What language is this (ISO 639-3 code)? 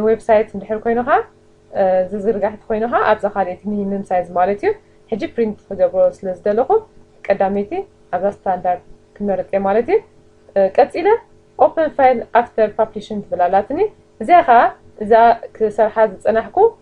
tir